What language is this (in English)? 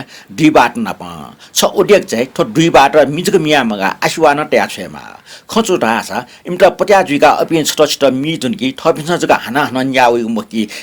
Newari